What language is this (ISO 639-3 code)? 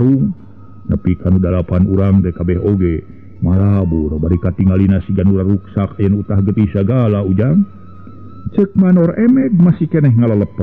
sun